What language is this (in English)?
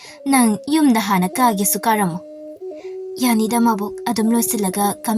Manipuri